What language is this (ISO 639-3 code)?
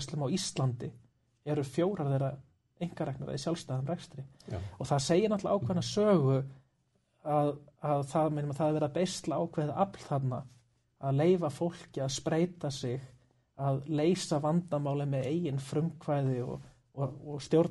isl